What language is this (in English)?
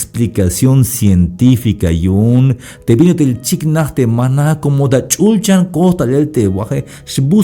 Tzeltal